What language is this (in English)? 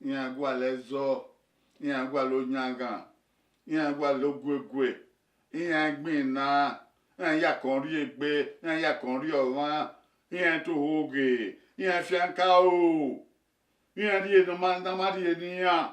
Bini